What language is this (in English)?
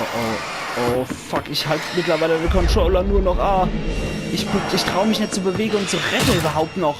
Palatine German